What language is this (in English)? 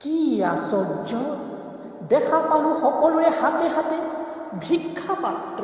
Assamese